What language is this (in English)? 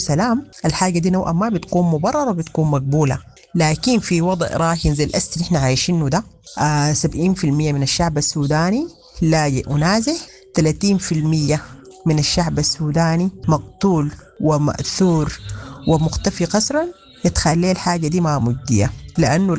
Sudanese Arabic